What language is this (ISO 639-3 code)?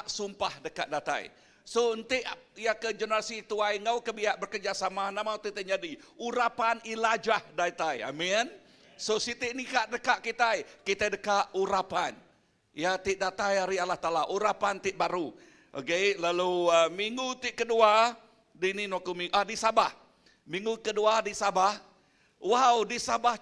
iba